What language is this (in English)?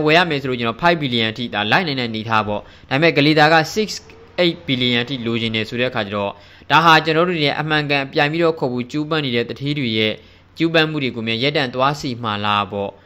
Burmese